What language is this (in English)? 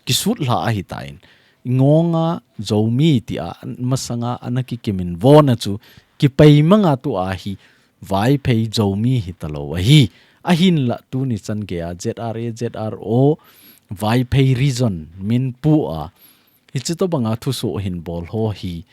Thado Chin